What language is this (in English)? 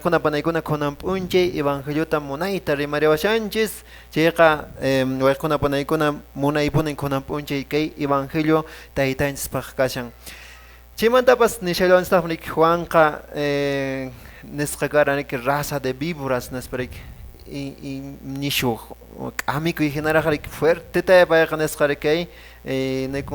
Quechua